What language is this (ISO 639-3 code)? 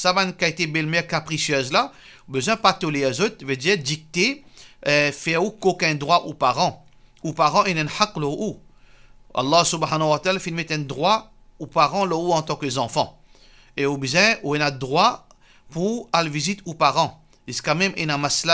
mfe